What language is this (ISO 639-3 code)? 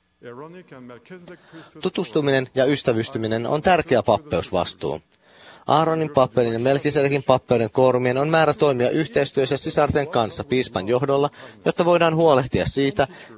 fin